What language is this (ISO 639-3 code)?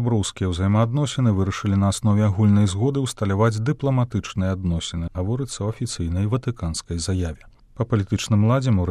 bel